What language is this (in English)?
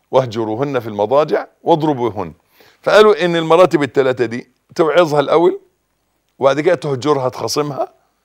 Egyptian Arabic